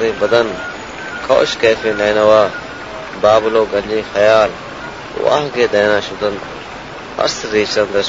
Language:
Baluchi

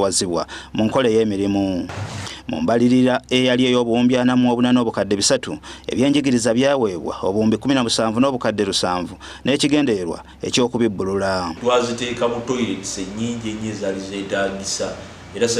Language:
Ganda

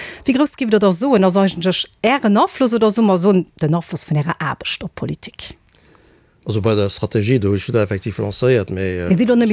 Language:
Luxembourgish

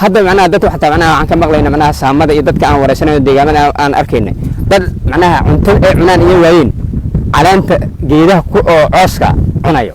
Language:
Somali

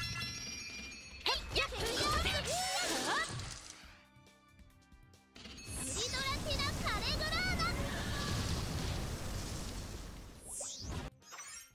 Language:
Japanese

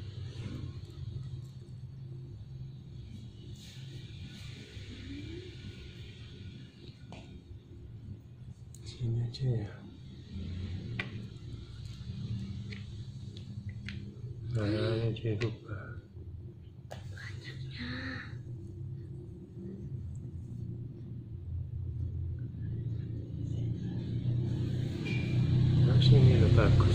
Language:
Indonesian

